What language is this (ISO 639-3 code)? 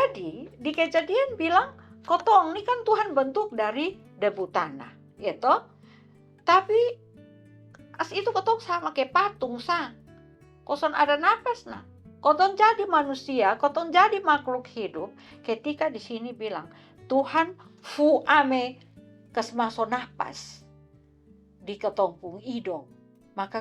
mkn